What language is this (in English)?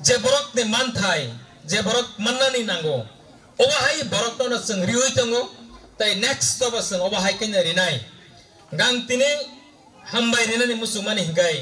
Kok Borok